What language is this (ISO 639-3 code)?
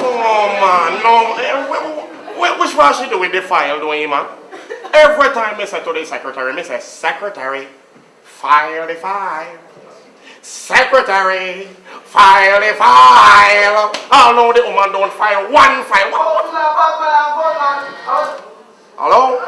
jam